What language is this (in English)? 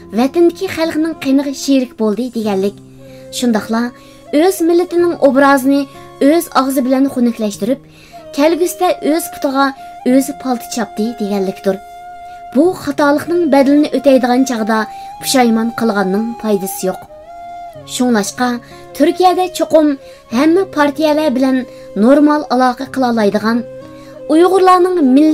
Uyghur